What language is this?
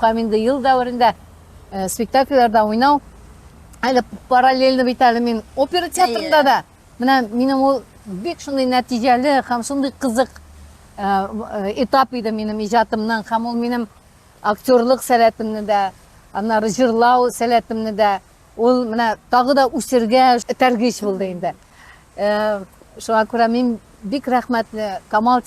Tatar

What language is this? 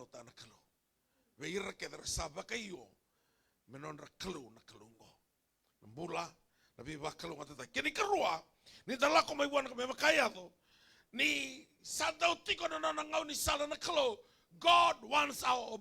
Fijian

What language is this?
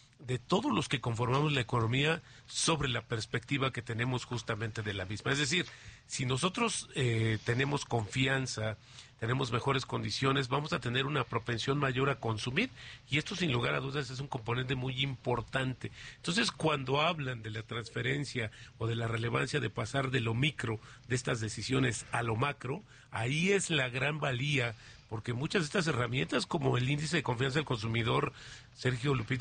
Spanish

